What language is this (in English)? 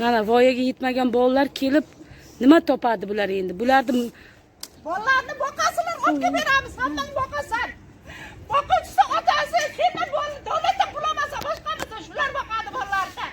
Uzbek